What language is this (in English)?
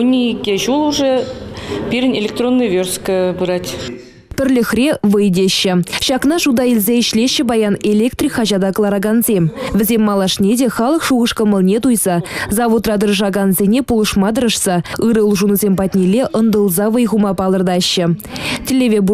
Chuvash